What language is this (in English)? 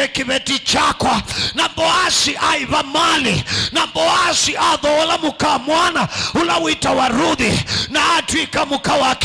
Kamba